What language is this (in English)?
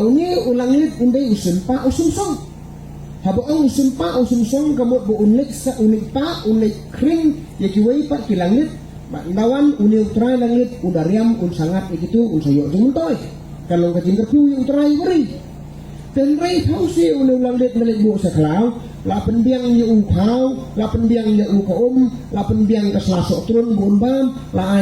Khasi